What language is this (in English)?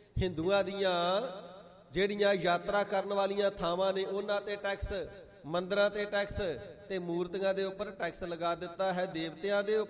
Punjabi